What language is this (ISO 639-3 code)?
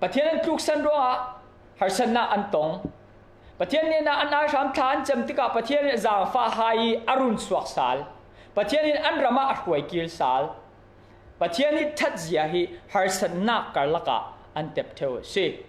cfm